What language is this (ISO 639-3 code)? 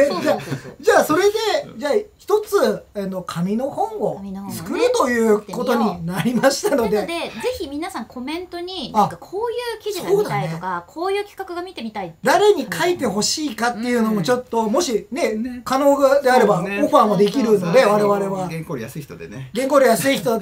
jpn